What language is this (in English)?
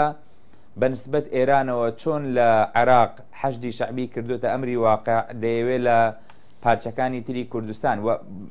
Central Kurdish